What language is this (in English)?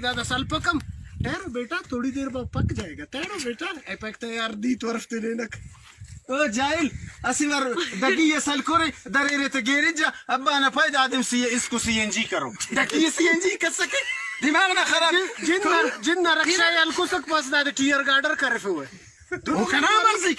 Brahui